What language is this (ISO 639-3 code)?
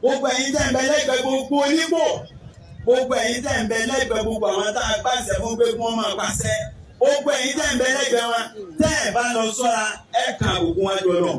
yor